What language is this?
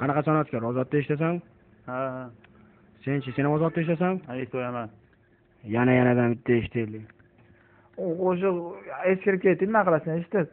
Uzbek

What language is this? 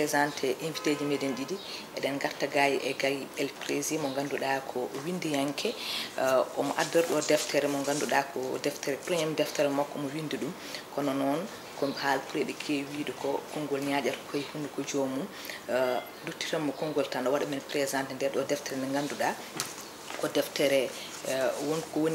Fula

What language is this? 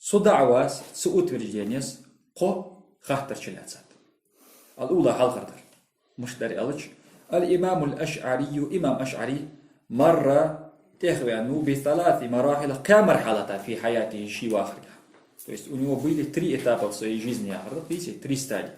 Ingush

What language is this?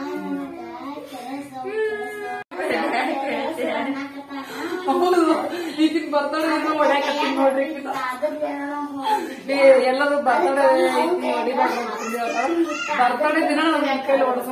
Kannada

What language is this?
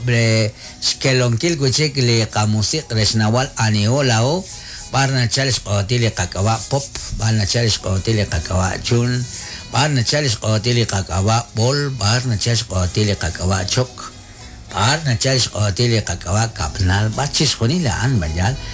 Kekchí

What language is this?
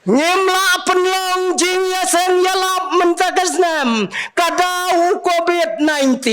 Khasi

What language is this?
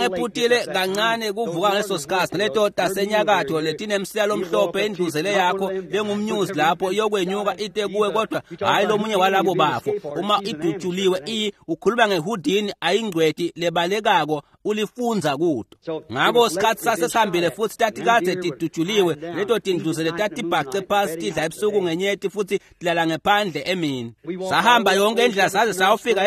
Swati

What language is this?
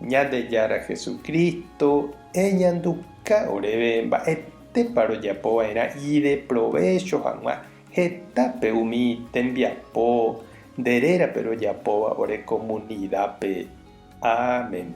Guarani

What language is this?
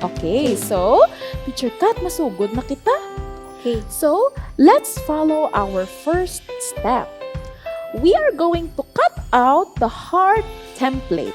Hiligaynon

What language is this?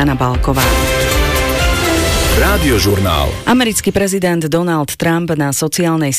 Slovak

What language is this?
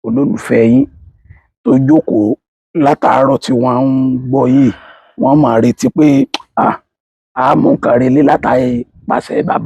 Yoruba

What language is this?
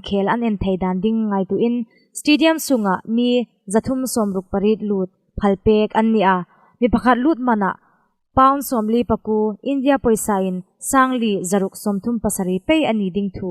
Hmar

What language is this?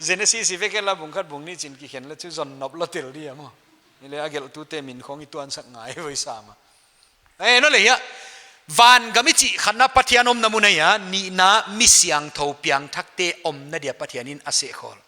Paite Chin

